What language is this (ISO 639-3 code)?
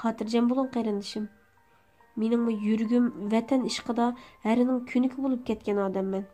uig